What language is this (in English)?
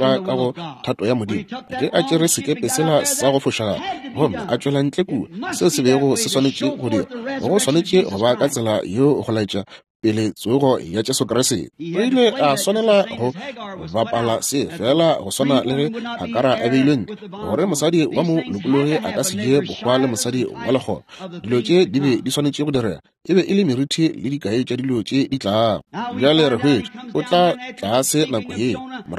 Northern Sotho